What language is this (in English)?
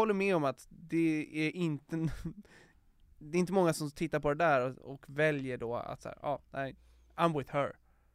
Swedish